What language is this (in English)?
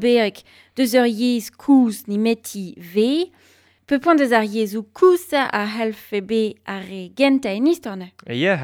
Breton